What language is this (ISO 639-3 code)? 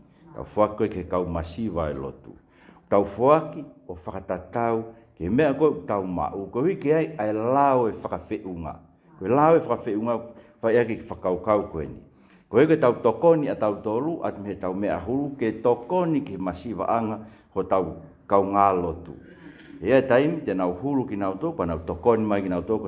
ton